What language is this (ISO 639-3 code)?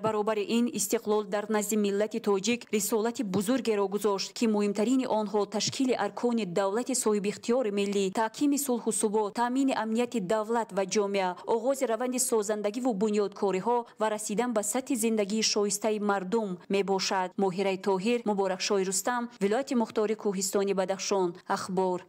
tgk